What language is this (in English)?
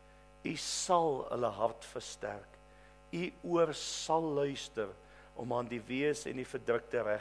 Afrikaans